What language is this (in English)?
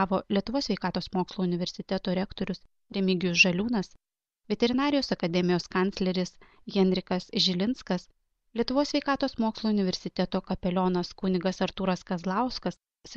Lithuanian